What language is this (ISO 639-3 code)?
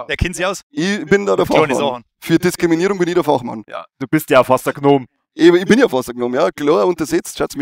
bar